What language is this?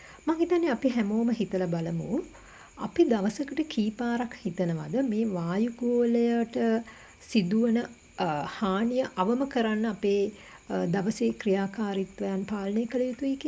Sinhala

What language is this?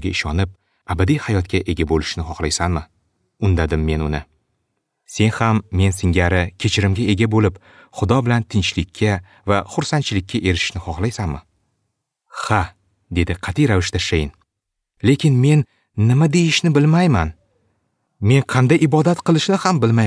Uzbek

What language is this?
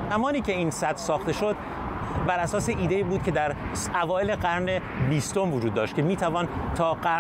Persian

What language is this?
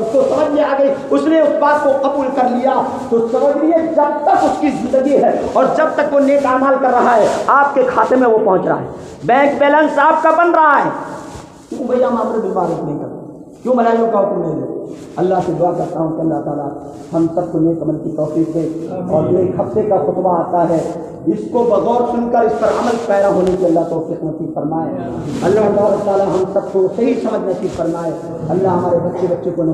Urdu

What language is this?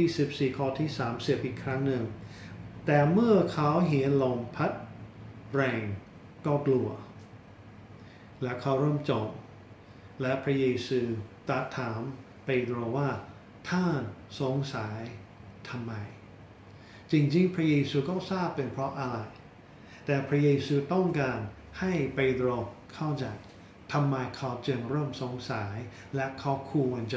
Thai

